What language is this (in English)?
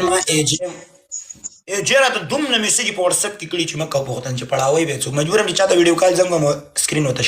Pashto